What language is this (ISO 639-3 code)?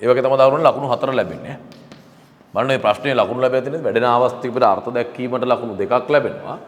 sin